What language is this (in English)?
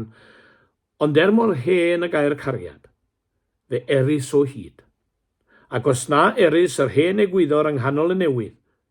Welsh